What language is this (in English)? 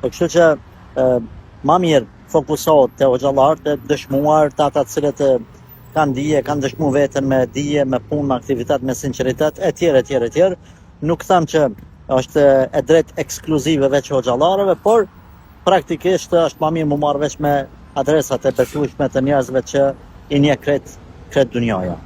Albanian